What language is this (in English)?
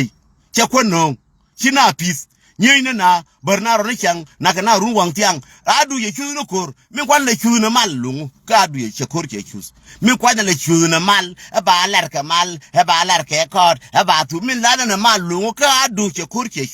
Nuer